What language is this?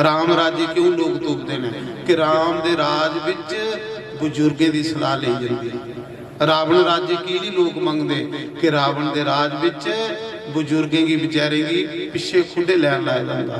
Dogri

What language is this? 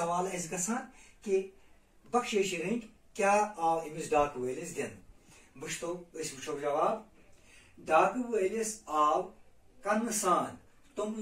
Kashmiri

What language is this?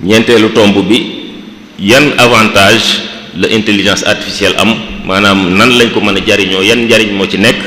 Wolof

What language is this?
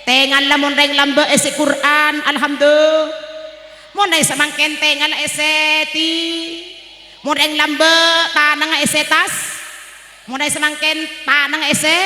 Madurese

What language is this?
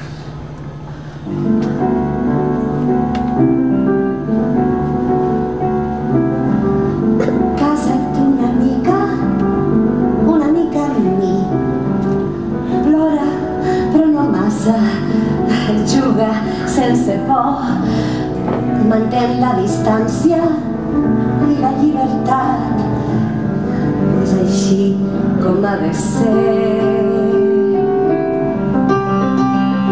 Catalan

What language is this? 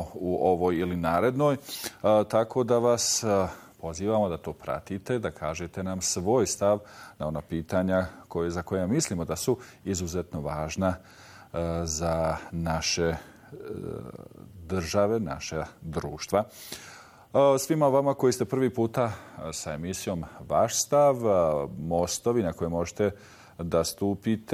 Bosnian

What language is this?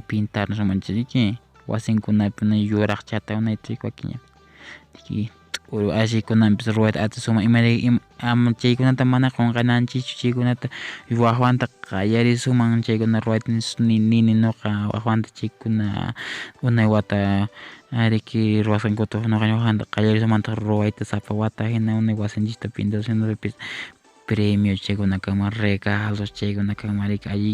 Quechua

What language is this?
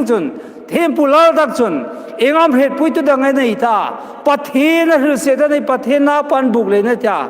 Hmar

